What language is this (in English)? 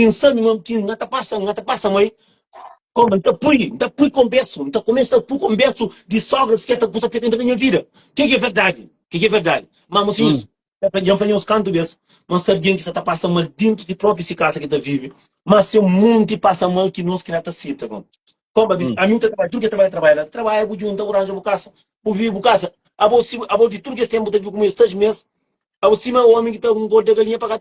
Kabuverdianu